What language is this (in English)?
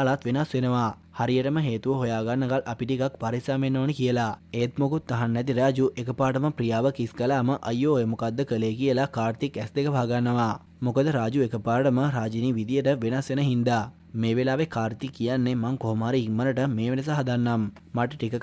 Sinhala